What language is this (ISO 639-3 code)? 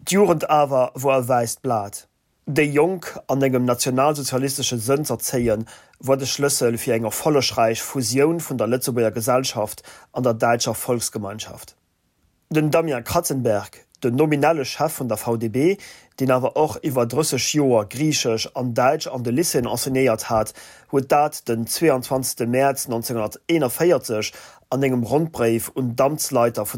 ltz